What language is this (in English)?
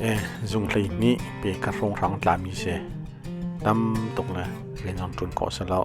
Hakha Chin